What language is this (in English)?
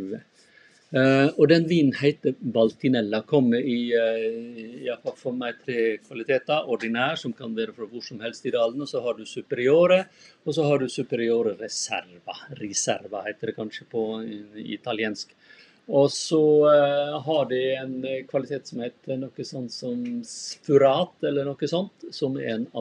Norwegian